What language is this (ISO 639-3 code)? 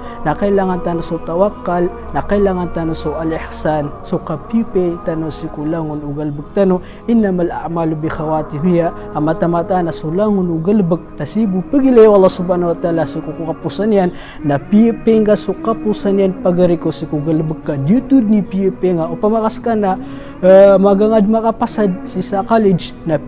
mrw